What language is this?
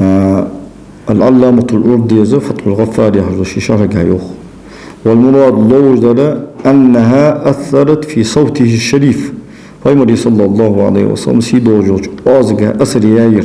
Ingush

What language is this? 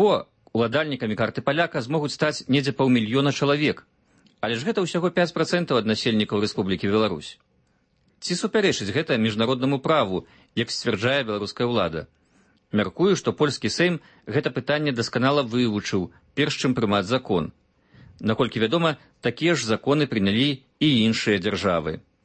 Belarusian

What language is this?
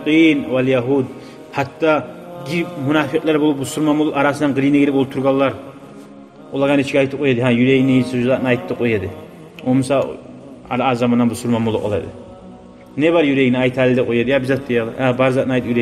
Kumyk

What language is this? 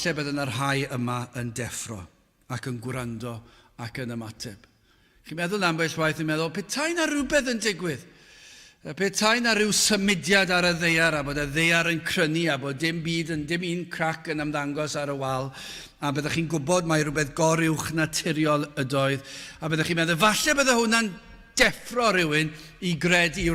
Welsh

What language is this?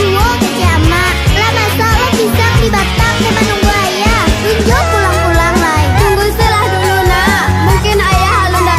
Minangkabau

